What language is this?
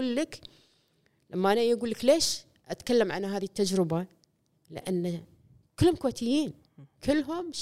Gulf Arabic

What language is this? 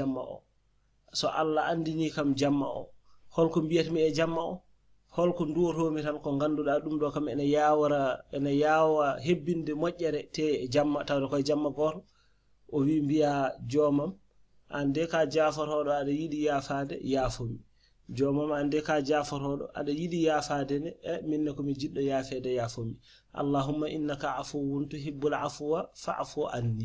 Fula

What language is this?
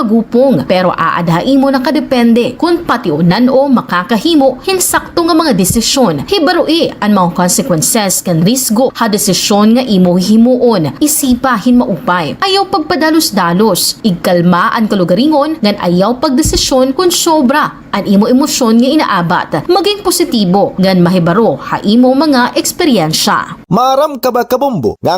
Waray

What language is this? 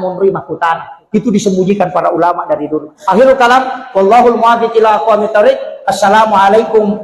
Buginese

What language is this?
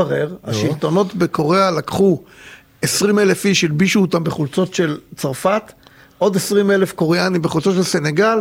Hebrew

